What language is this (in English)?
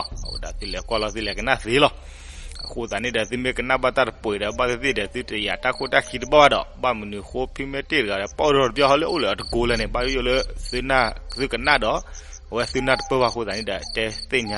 S'gaw Karen